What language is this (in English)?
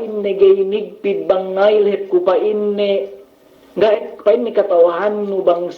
Yakan